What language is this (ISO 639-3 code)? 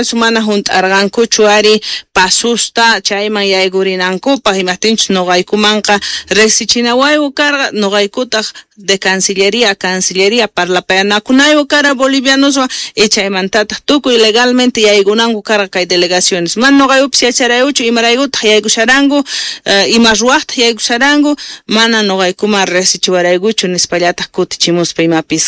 quh